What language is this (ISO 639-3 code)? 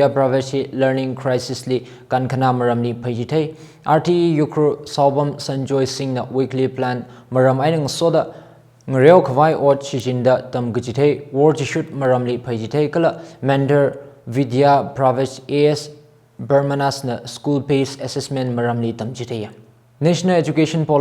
nmf